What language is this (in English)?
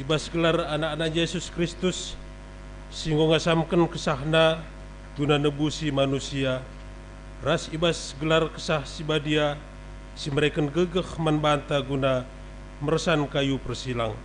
Batak Karo